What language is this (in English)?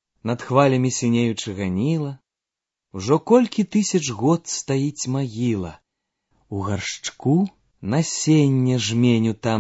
Belarusian